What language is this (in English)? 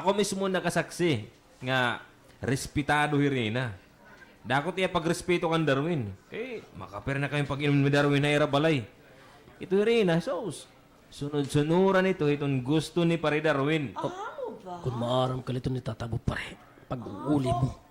Waray